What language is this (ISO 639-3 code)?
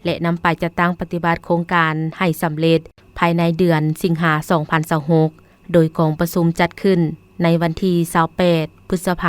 lao